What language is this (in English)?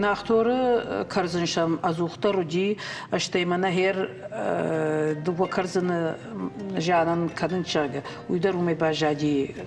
Ossetic